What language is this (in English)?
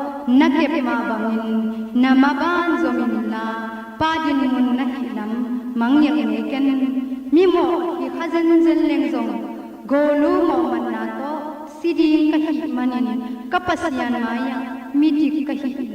Tedim Chin